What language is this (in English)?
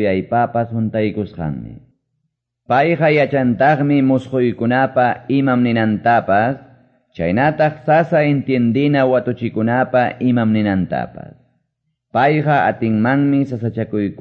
Quechua